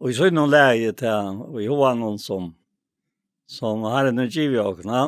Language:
Faroese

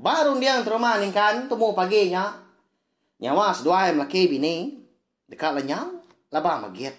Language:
Iban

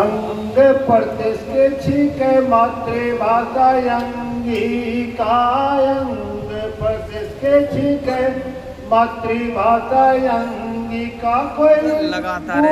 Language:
Angika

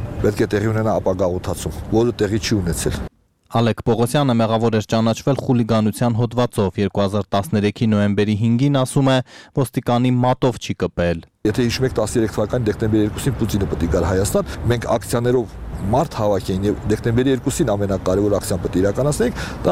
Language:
Armenian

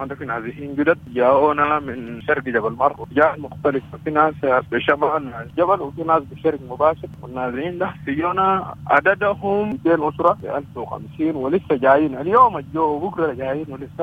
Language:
Sudanese Arabic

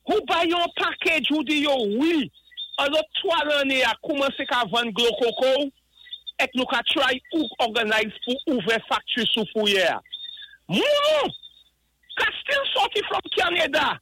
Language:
Saint Lucian Creole French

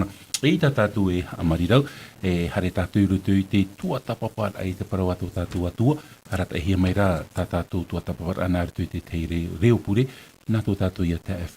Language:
Tahitian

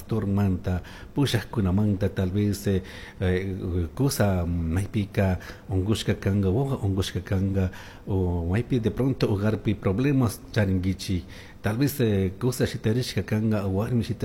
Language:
Chimborazo Highland Quichua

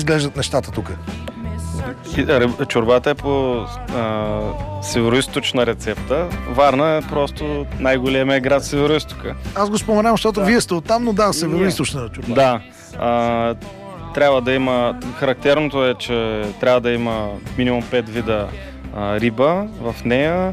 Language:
Bulgarian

